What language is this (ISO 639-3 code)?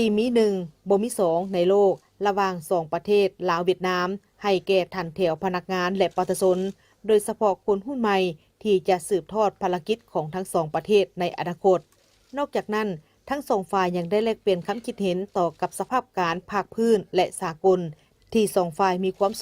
lao